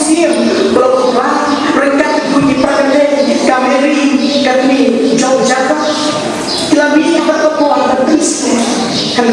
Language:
Khasi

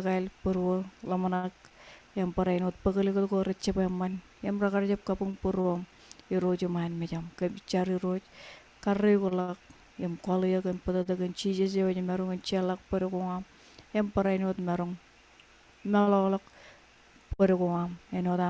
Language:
Marshallese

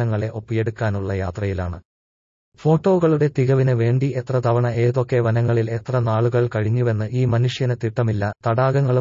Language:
Malayalam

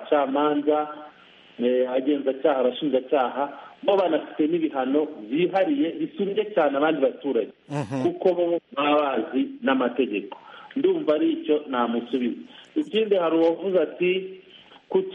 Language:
Kinyarwanda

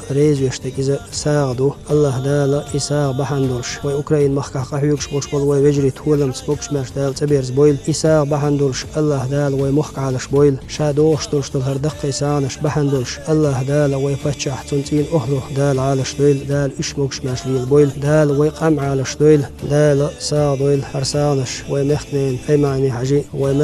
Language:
Chechen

